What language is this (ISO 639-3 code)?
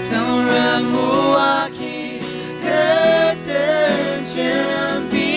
njo